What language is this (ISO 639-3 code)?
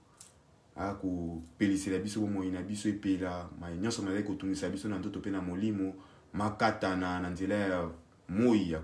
lin